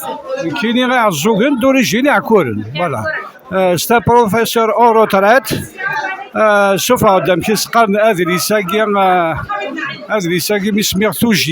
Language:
Kabyle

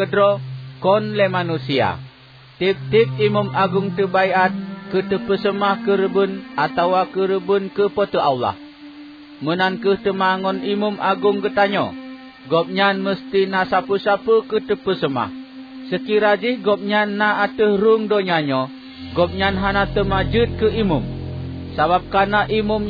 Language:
Achinese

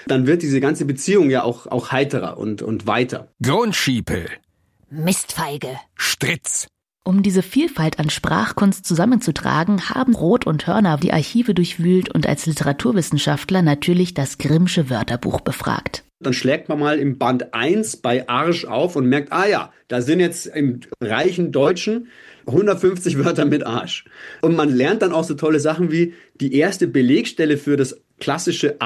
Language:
German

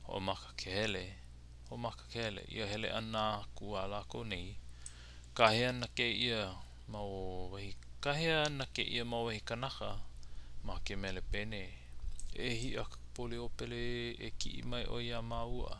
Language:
Hawaiian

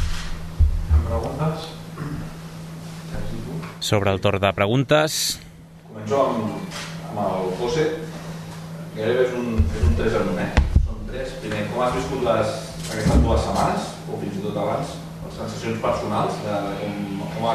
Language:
Catalan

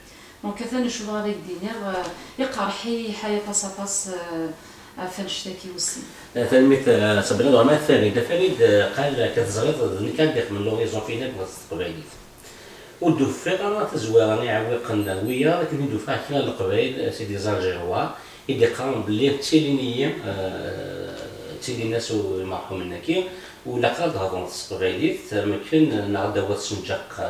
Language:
Kabyle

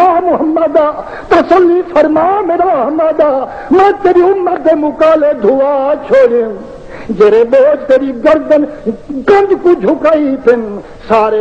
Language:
Saraiki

